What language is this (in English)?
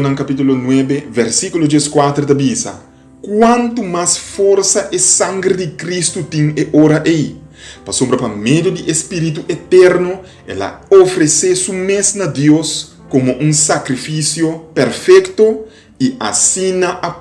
Papiamento